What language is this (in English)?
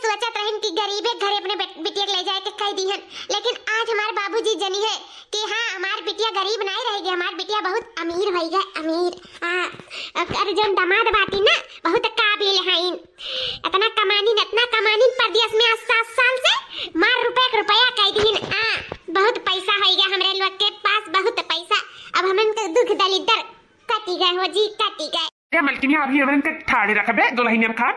Awadhi